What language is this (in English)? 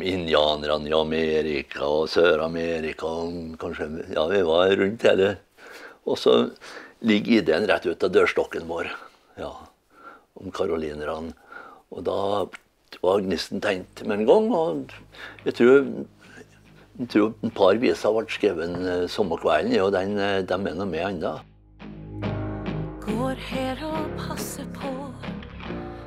Norwegian